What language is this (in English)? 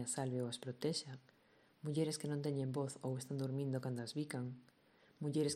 Galician